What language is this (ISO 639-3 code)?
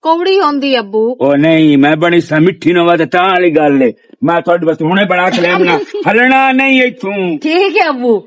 lah